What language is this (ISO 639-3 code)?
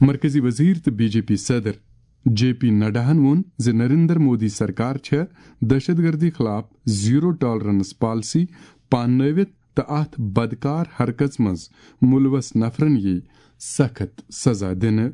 kas